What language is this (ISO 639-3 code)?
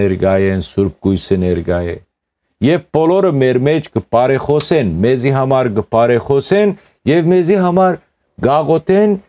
hyw